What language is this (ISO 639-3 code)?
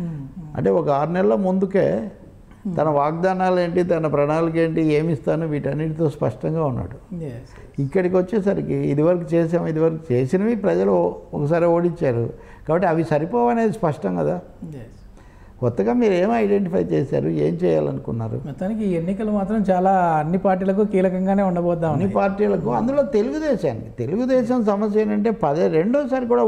tel